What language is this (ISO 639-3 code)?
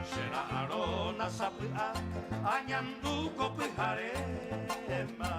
grn